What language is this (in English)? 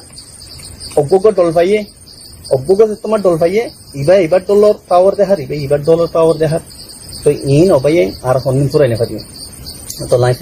Rohingya